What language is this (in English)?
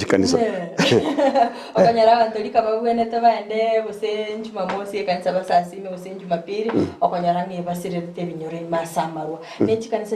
Gusii